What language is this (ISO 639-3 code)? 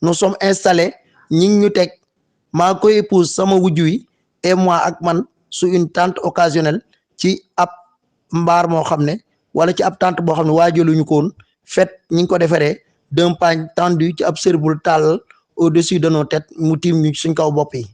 wol